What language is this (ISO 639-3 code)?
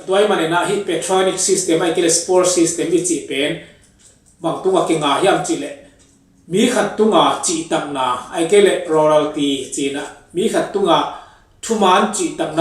ctd